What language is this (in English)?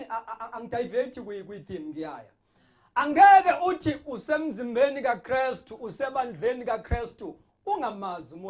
Zulu